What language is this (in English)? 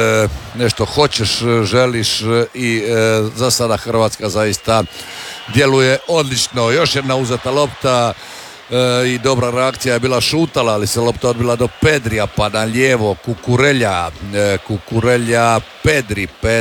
Croatian